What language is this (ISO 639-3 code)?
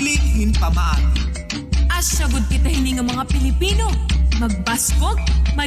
war